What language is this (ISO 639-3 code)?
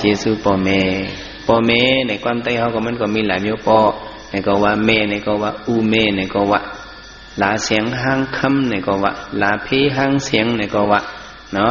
shn